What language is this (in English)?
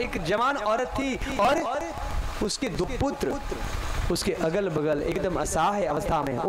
Hindi